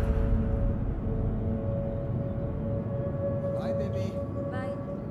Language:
Tamil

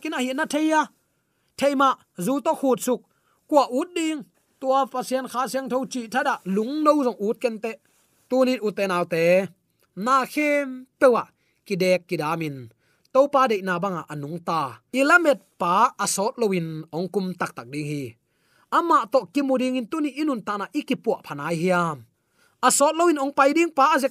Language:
Tedim Chin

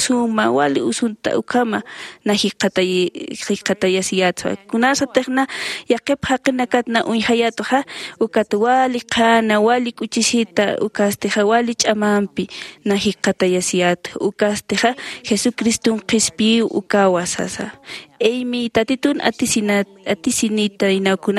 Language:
Aymara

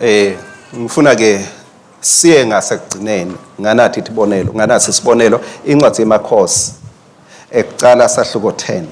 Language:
Swati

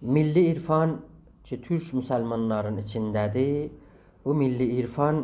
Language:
South Azerbaijani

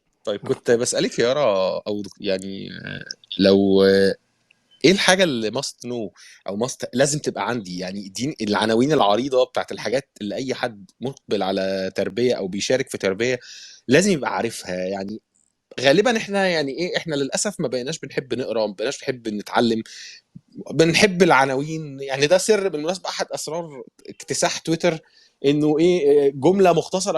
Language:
Egyptian Arabic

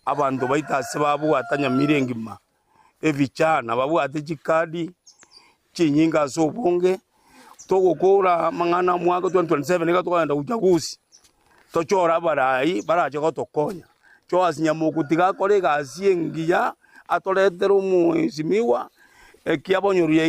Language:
Gusii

